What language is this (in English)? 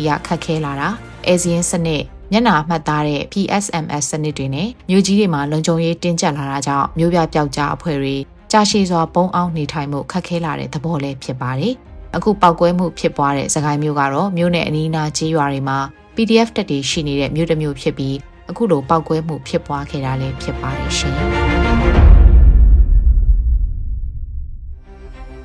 Burmese